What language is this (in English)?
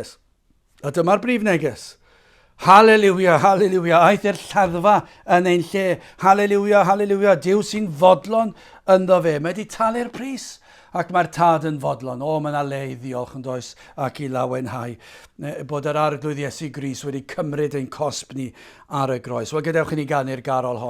Welsh